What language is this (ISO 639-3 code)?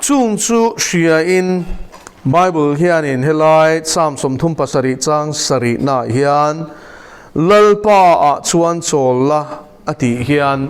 lus